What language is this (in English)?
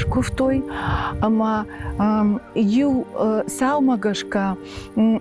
Ossetic